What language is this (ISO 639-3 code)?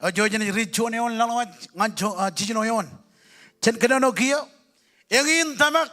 mah